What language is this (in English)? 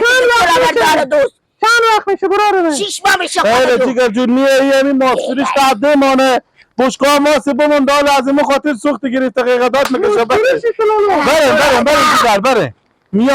Persian